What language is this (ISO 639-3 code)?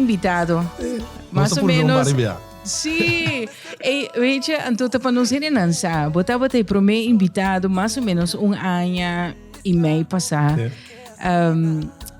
pap